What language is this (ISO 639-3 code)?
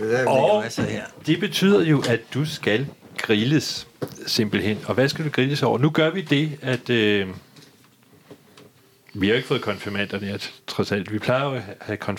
dan